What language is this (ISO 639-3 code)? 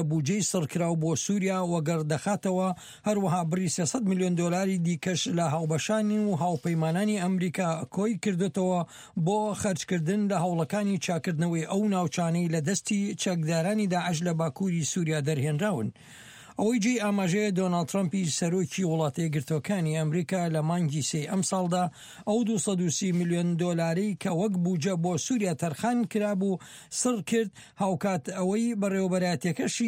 ckb